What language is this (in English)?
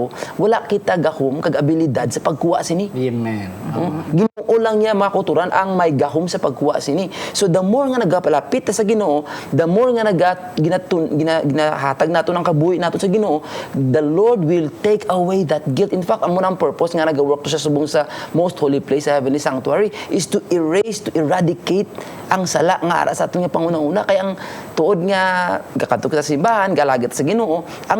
Hiligaynon